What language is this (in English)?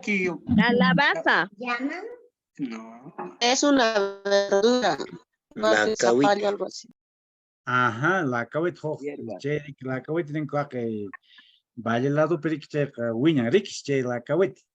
Quechua